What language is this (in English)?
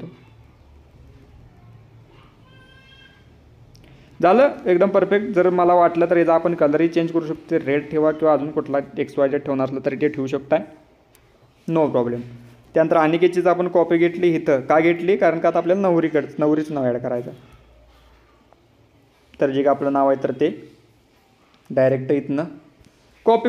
Marathi